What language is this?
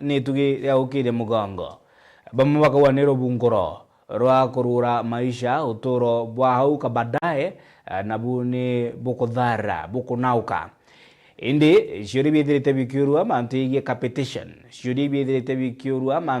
Meru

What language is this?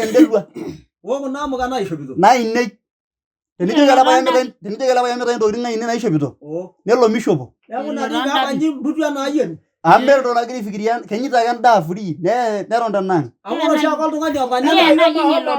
Masai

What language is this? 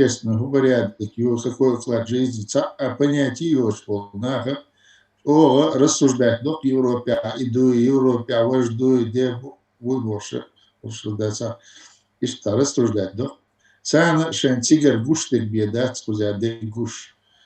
Chechen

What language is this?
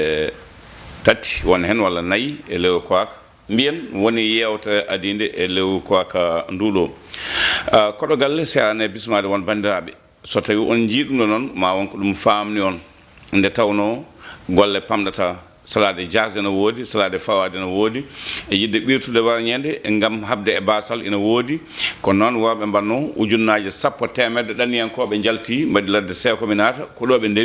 Fula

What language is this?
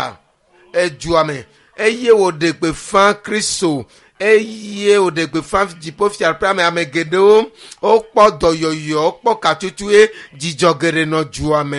Ewe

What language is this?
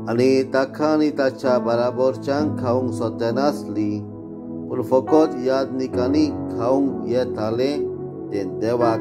Konkani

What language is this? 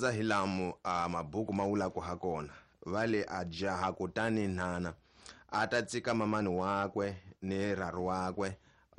Tsonga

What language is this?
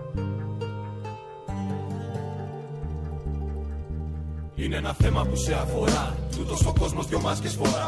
Greek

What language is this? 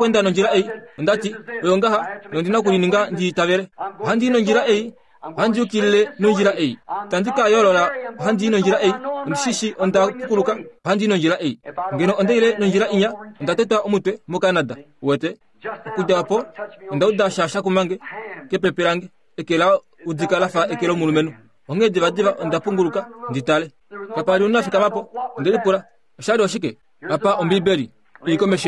Kuanyama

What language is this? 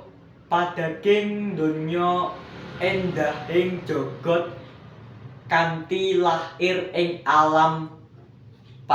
Javanese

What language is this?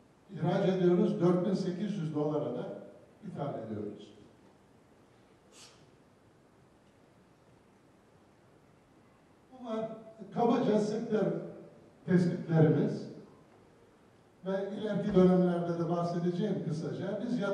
Turkish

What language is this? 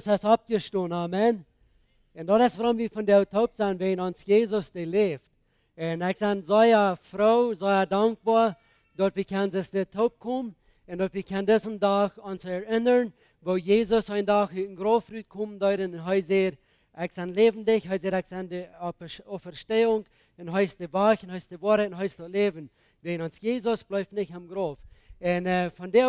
Plautdietsch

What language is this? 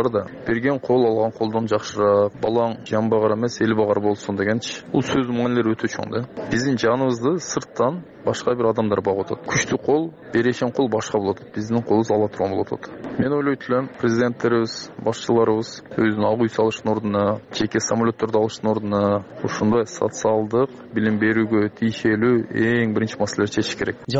Kyrgyz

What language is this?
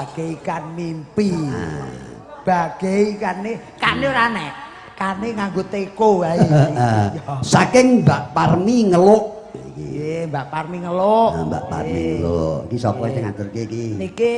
Javanese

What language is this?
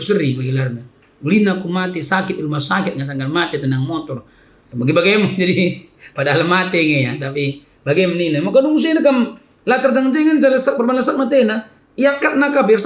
Batak Karo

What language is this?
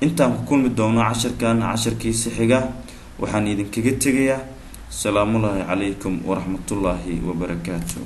Somali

